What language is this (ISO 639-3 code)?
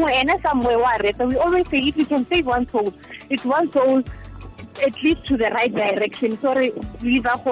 tsn